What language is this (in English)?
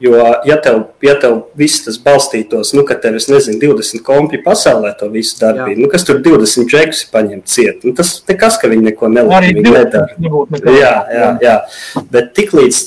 Latvian